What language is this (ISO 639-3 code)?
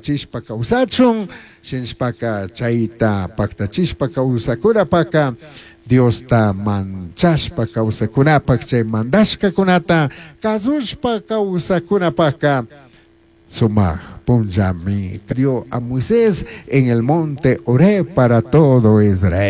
qug